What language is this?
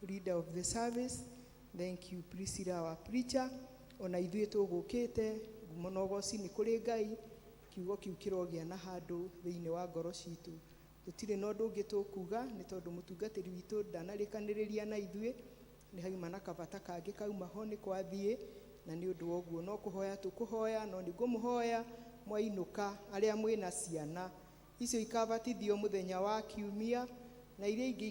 Kikuyu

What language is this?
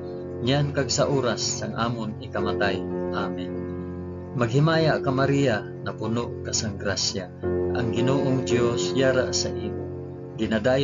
Hiligaynon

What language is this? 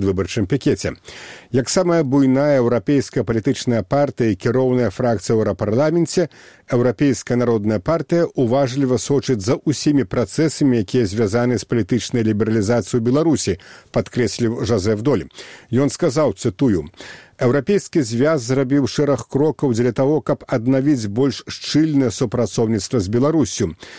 Belarusian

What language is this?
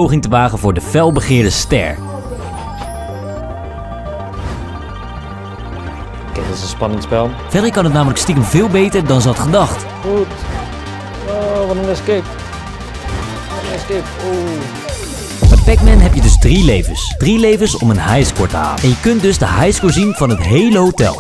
Dutch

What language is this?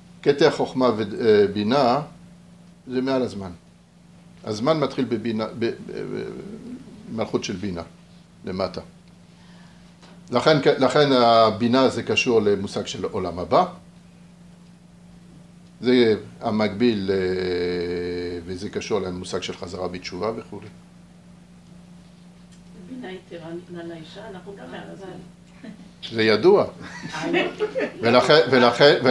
Hebrew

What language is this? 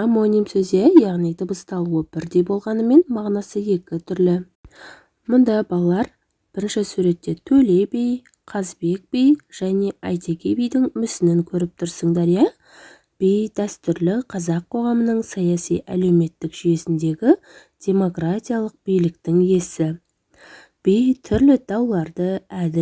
Kazakh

